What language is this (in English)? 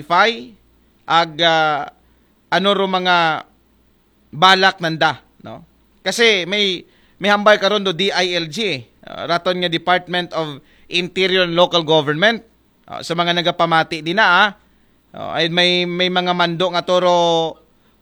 Aklanon